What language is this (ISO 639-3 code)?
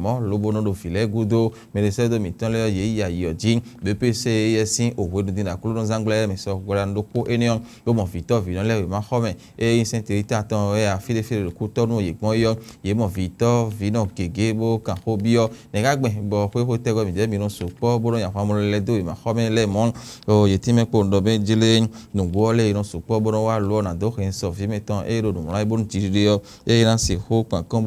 fon